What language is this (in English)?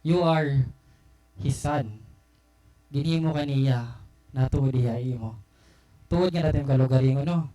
Waray